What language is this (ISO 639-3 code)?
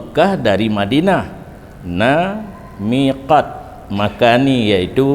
ace